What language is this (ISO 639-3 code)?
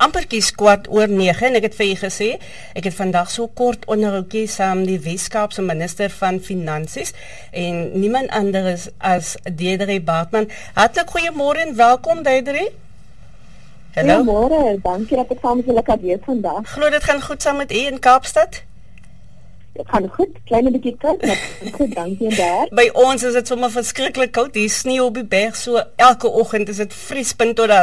afr